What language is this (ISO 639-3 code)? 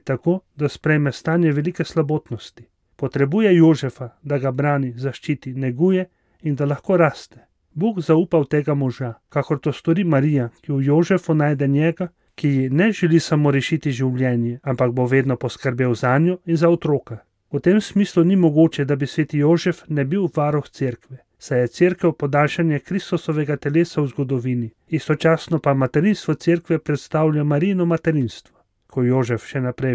slv